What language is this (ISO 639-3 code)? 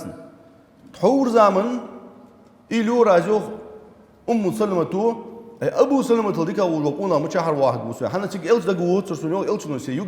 inh